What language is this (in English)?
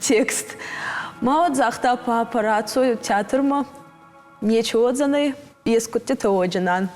Ossetic